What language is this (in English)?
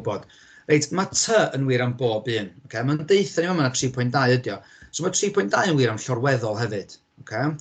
Welsh